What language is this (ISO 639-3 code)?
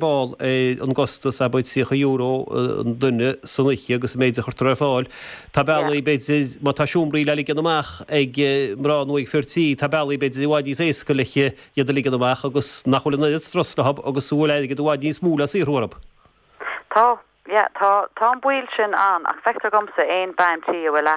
gle